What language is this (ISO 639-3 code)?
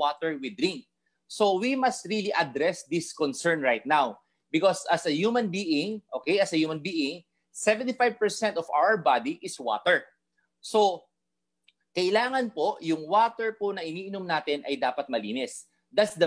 fil